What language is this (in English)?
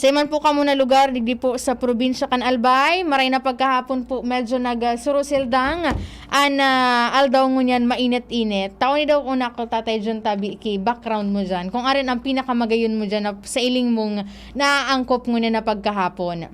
Bikol